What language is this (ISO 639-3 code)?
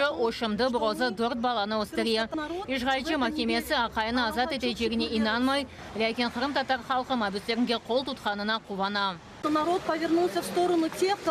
crh